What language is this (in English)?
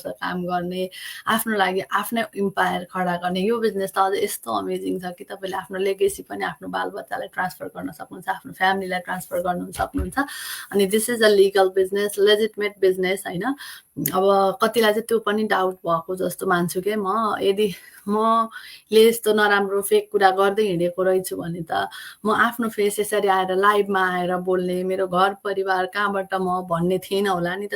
Nepali